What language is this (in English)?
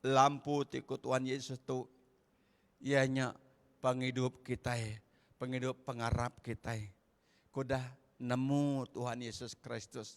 Iban